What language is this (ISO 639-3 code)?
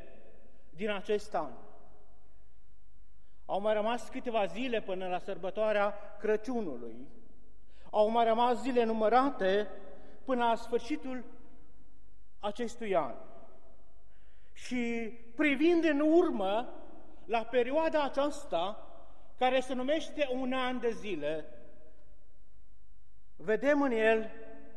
ron